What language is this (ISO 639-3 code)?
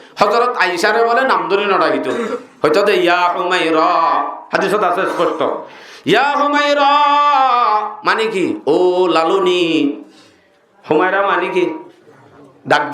rhg